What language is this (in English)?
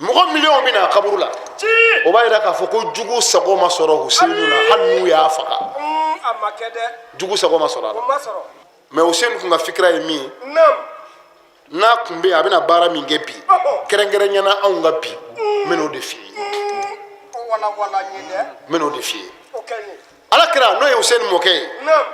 Bambara